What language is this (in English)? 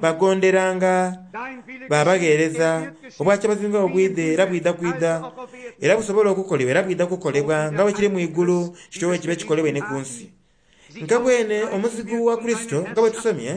Soga